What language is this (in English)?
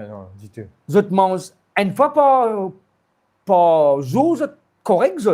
Morisyen